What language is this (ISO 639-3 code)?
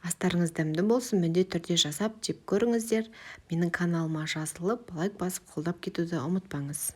kaz